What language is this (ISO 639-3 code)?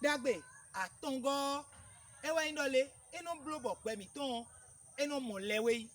fon